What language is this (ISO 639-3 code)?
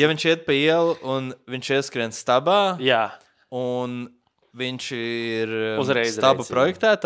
lav